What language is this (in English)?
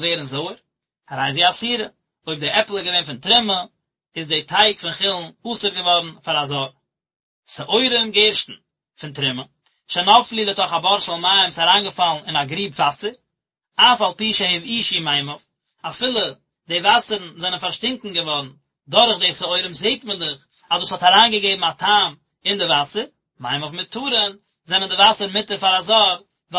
Yiddish